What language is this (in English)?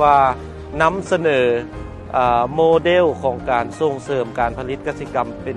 Lao